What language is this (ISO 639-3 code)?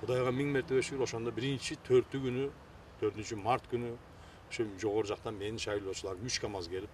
kir